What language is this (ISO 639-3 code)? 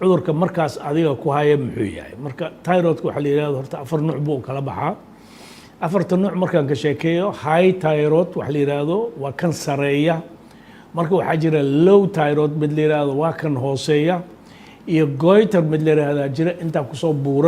som